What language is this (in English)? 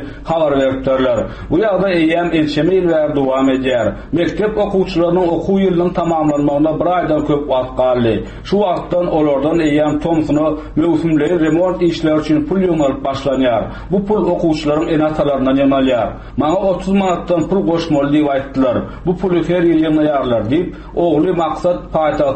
Turkmen